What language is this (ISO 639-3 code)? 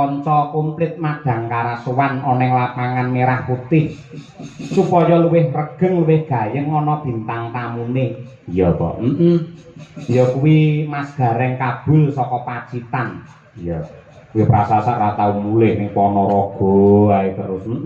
jav